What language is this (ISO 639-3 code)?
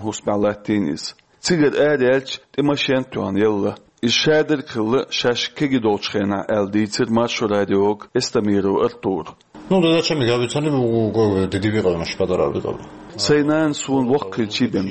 che